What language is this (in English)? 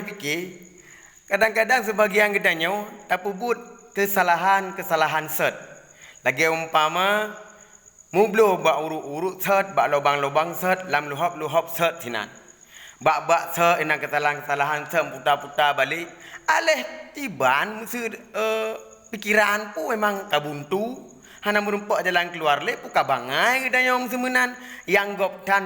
Achinese